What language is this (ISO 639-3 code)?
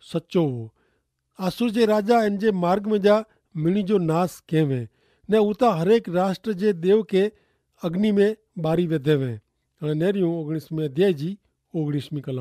kfr